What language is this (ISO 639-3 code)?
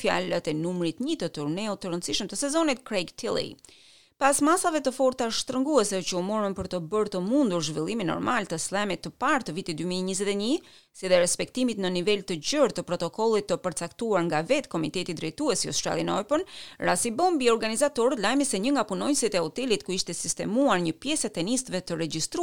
sqi